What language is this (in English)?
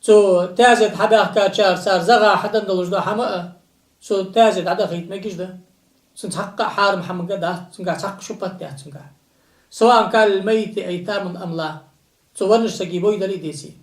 Ingush